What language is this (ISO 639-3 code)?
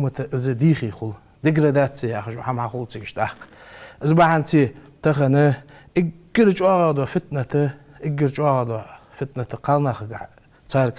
inh